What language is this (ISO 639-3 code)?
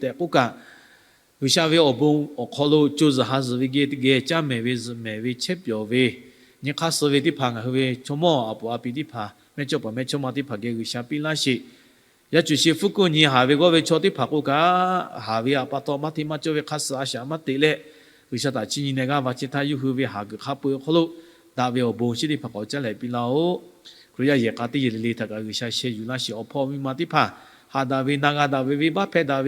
lhu